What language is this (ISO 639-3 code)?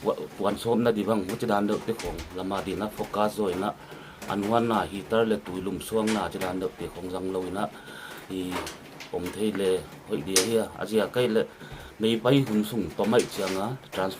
pck